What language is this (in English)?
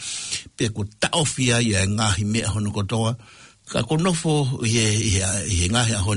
Tongan